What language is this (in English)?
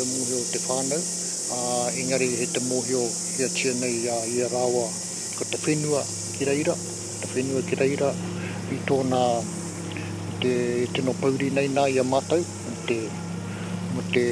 Māori